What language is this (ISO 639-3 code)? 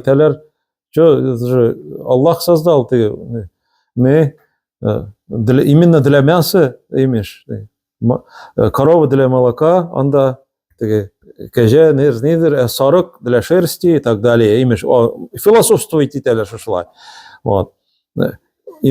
tat